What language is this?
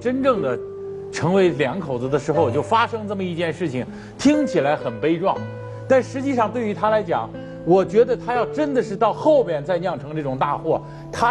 Chinese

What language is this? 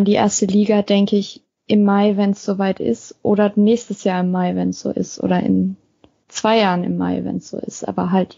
German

